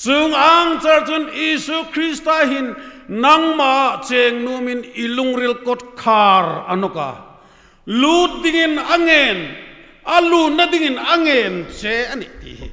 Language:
Hmar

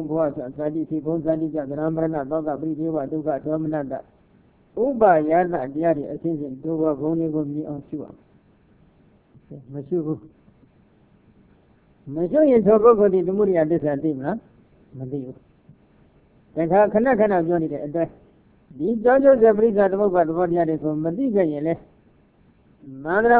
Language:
Burmese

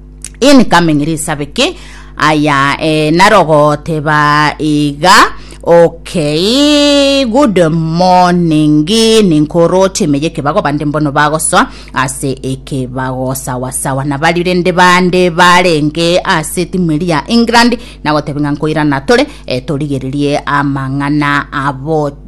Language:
Gusii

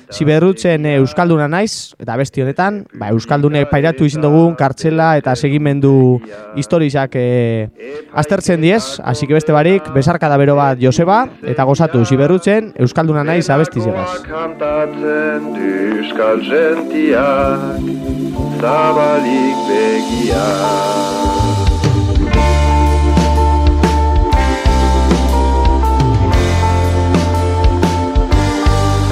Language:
Basque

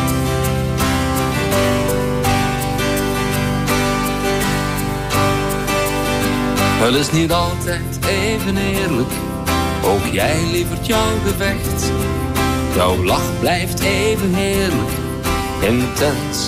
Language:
Dutch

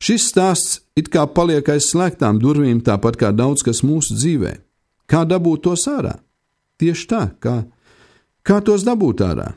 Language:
Latvian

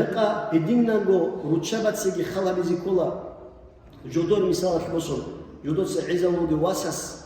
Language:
Avaric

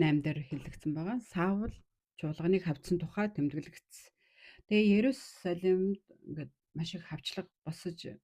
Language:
Mongolian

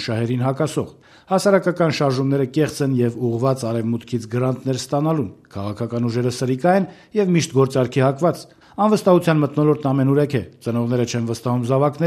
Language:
Armenian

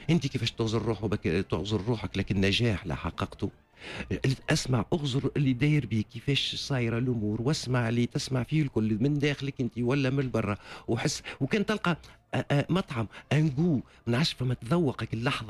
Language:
Tunisian Arabic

